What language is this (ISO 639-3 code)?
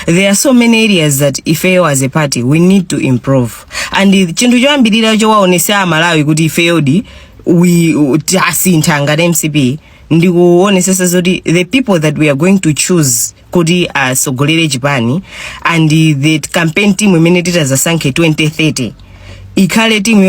nya